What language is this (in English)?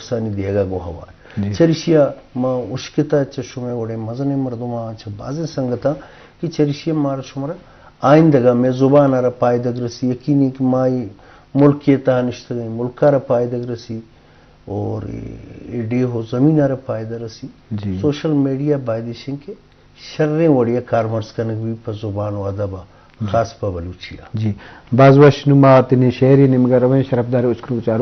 Eastern Balochi